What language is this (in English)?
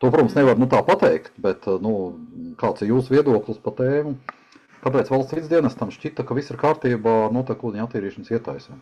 Latvian